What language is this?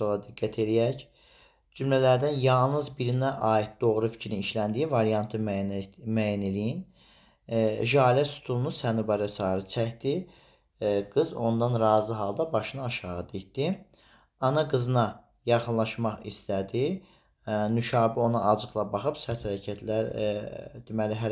Azerbaijani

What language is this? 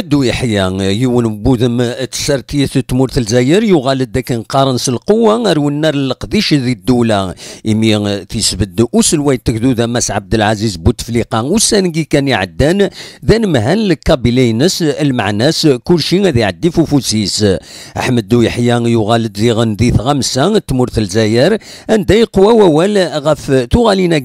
Kabyle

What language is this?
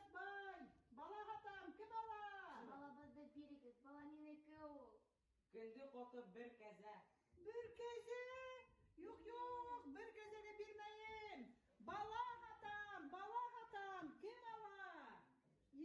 Bashkir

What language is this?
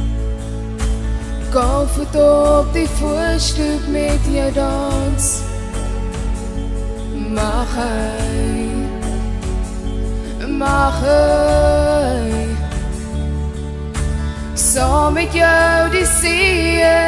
Afrikaans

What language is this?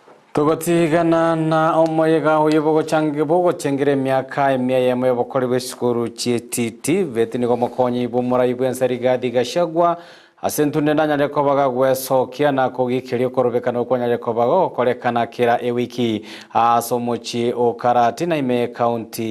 Gusii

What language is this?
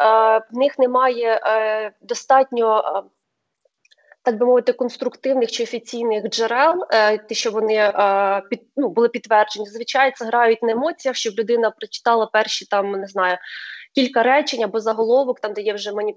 Ukrainian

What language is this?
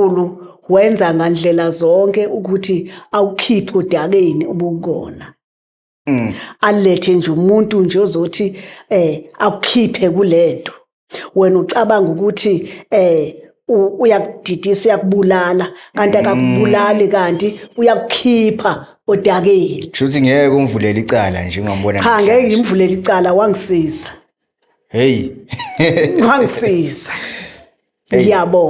Zulu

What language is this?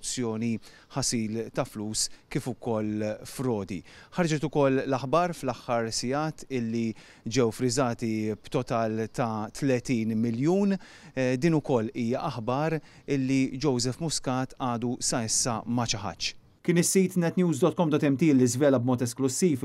Maltese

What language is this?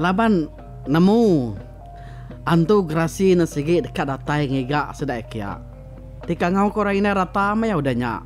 Iban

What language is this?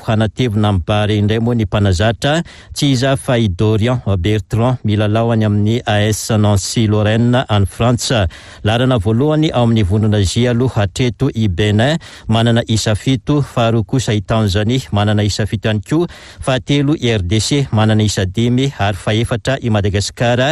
Malagasy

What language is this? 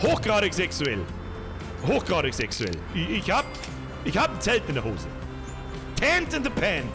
Bavarian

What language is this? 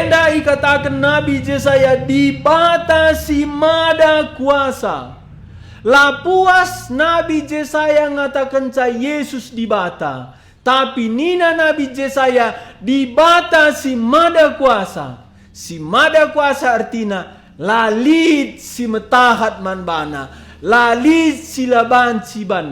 Batak Karo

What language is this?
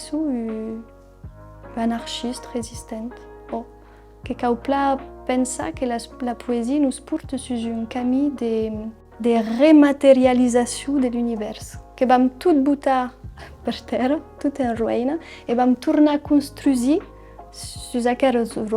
Occitan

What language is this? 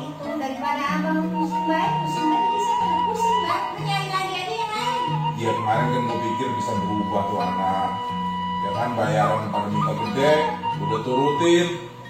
Betawi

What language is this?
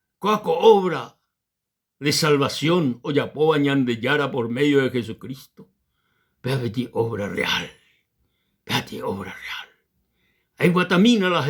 Guarani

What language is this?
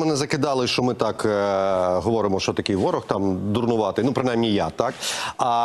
Ukrainian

